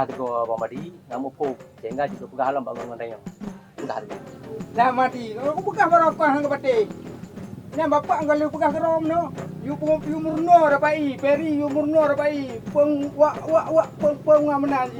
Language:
Achinese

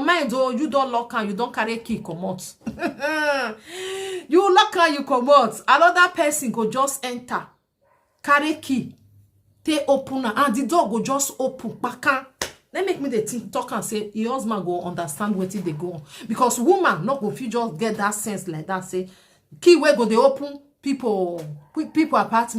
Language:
Nigerian Pidgin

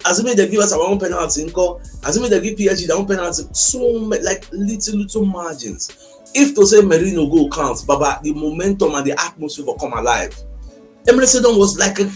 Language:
Nigerian Pidgin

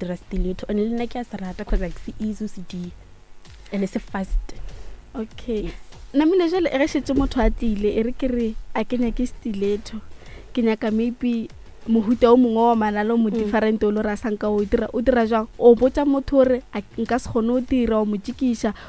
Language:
Northern Sotho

